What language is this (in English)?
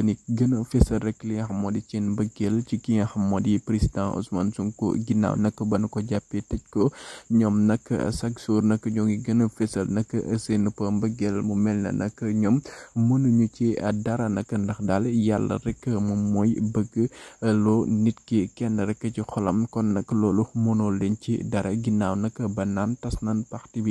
Wolof